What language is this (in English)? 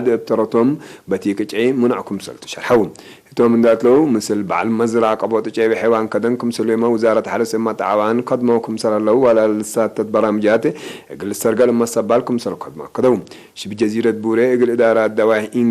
Tigre